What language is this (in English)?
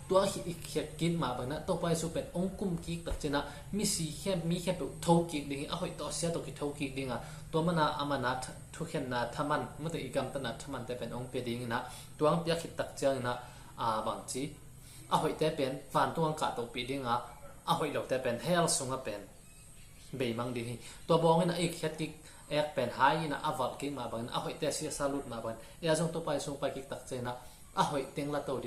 Tedim Chin